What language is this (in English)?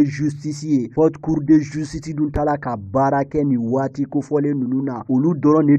Bambara